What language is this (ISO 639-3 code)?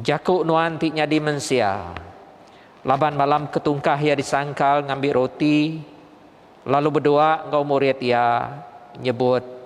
iba